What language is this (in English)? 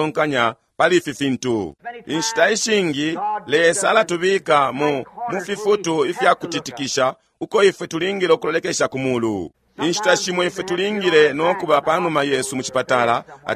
Bemba